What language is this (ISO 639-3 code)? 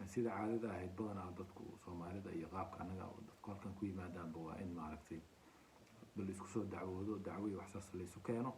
som